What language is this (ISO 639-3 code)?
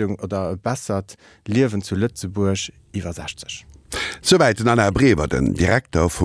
ltz